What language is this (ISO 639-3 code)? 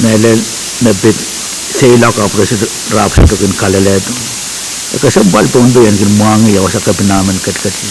pon